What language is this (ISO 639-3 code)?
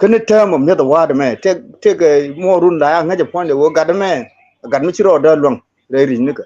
nus